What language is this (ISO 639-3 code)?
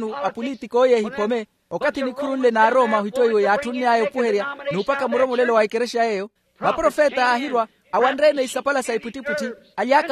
vmw